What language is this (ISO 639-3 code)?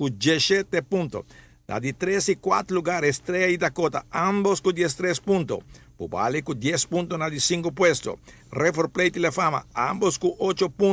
pap